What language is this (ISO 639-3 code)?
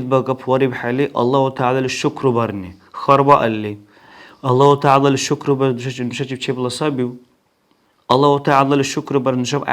dar